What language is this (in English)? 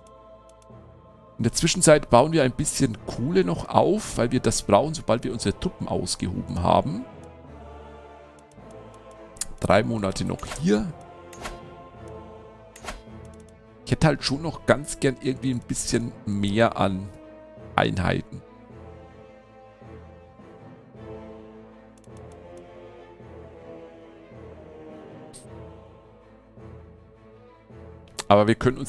German